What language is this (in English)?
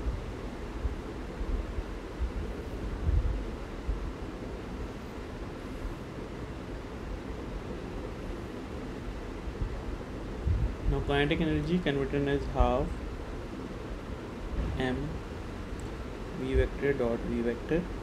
English